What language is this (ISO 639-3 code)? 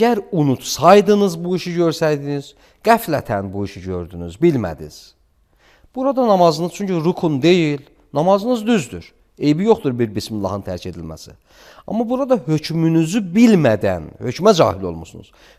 aze